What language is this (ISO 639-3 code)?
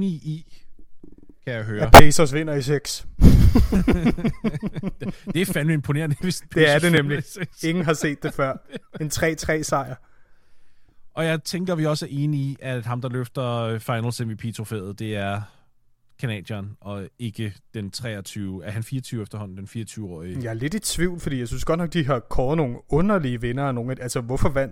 dan